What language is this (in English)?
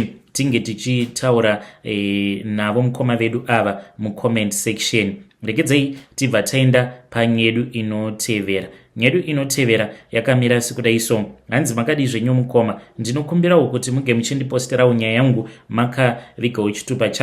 Shona